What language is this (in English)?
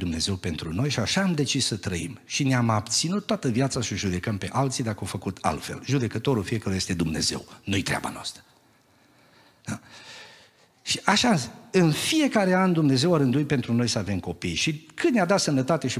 Romanian